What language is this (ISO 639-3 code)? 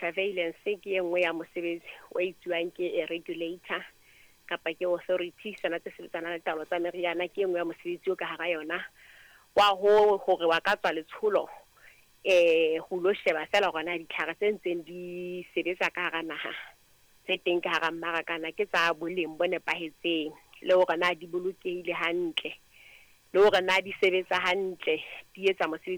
sot